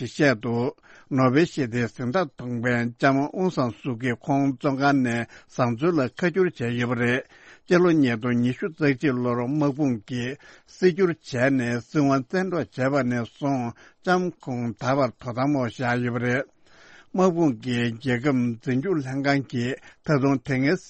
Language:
Tibetan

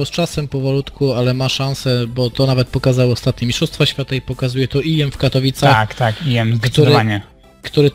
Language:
Polish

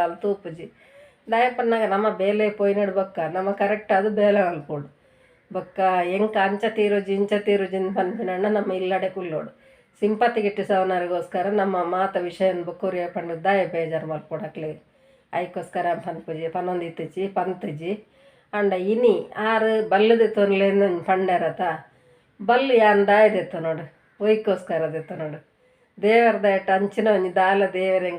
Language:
Tulu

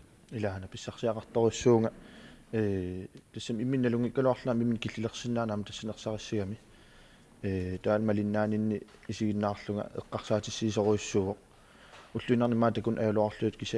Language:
Kalaallisut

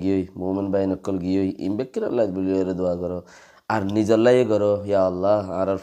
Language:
Rohingya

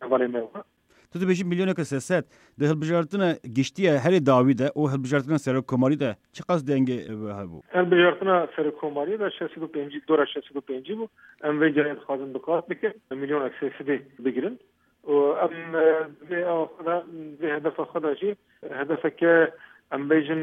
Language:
Kurdish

